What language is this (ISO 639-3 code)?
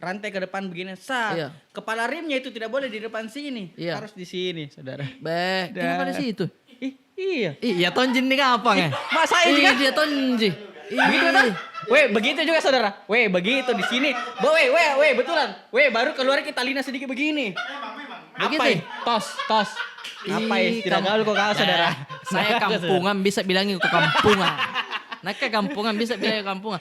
mfp